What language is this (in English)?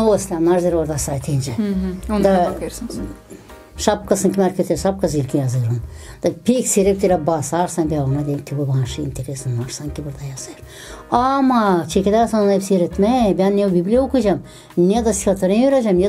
Gagauz